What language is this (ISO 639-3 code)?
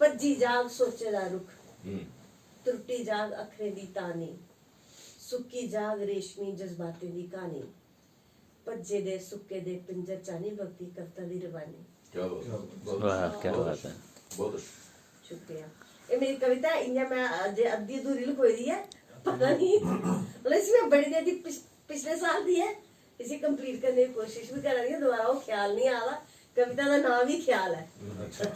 doi